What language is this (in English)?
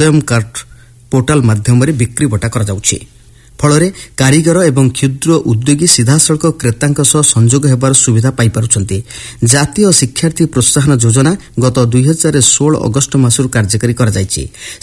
Odia